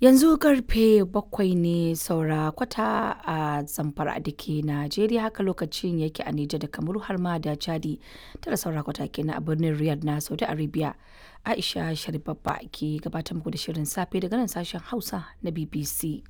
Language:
Hausa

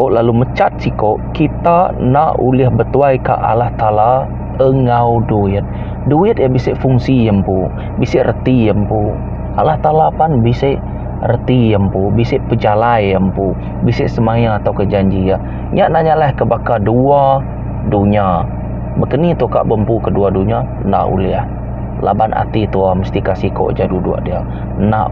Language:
Iban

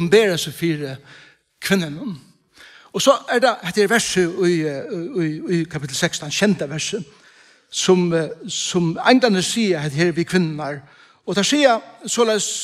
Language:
Faroese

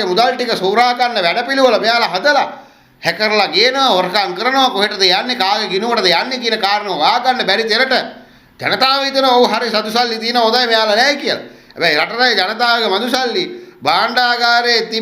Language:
Sinhala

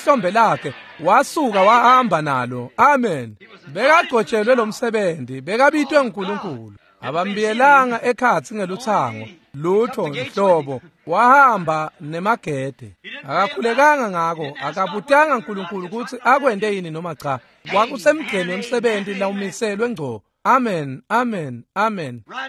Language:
Swati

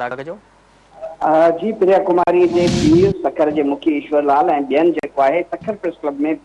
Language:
Sindhi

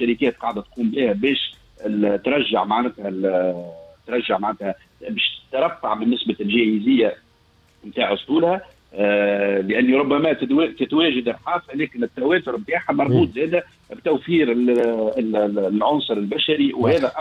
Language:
Tunisian Arabic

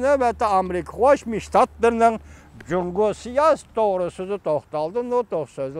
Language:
Uyghur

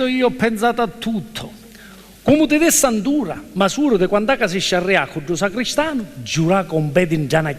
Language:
Sicilian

